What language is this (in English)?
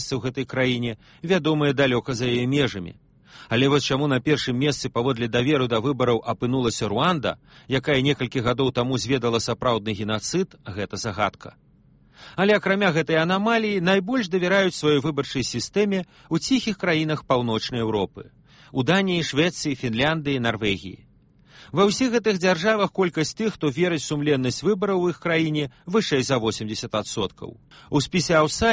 Belarusian